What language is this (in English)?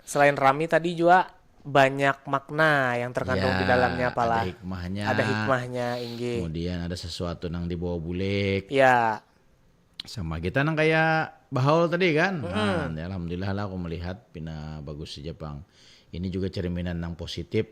Banjar